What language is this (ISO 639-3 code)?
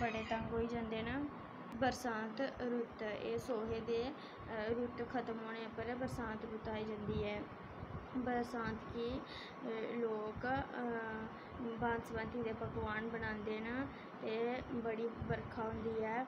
doi